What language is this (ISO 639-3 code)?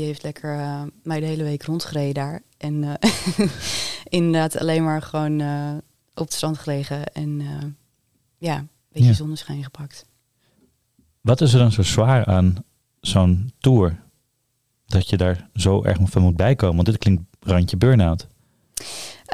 nld